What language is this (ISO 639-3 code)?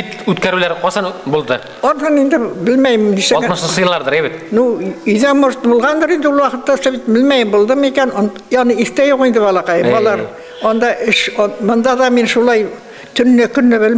bak